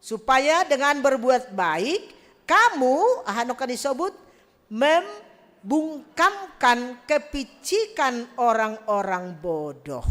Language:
Batak Simalungun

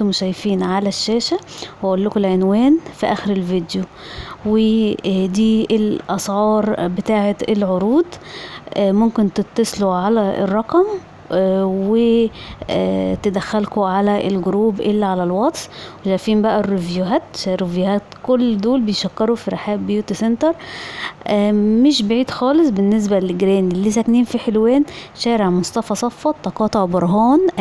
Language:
Egyptian Arabic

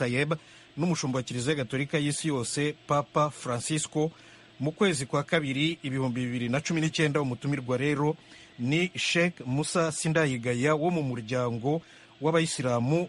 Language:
Kinyarwanda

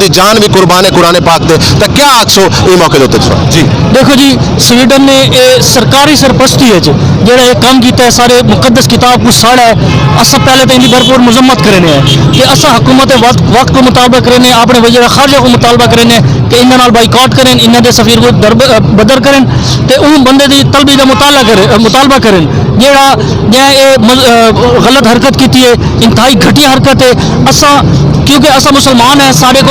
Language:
Saraiki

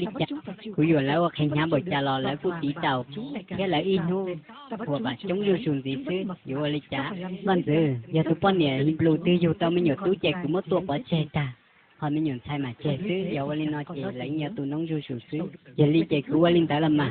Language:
Hmong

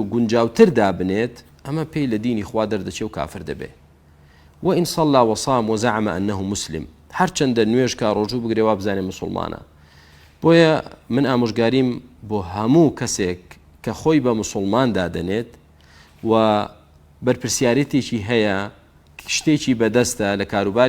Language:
Central Kurdish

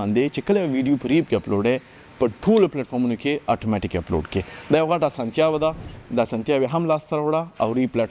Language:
Pashto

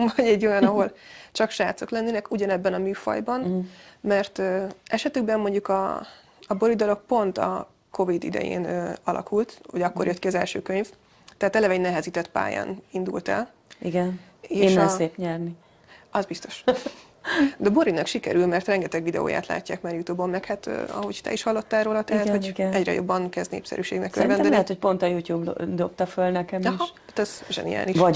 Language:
Hungarian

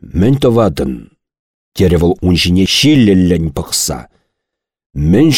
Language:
Chuvash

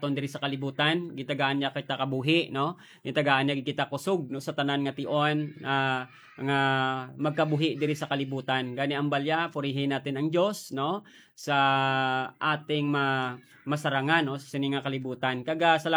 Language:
Hiligaynon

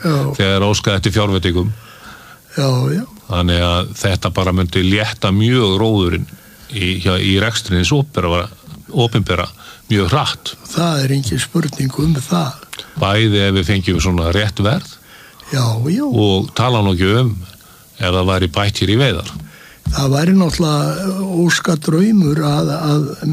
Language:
Icelandic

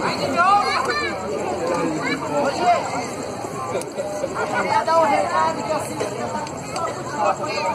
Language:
Portuguese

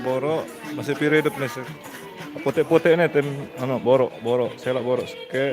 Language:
Sasak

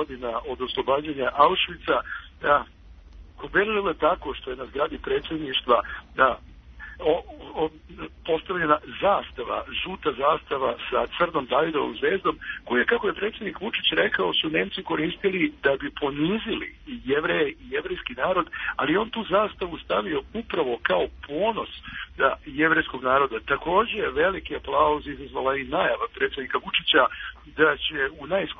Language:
Serbian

